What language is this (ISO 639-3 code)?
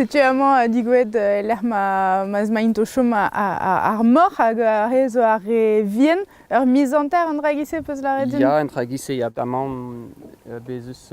bre